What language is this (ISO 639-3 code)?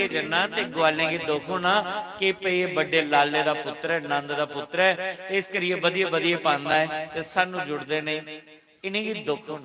doi